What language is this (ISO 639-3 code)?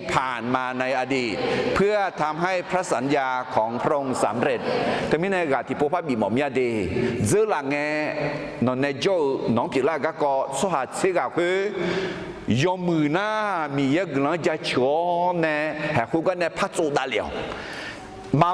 ahk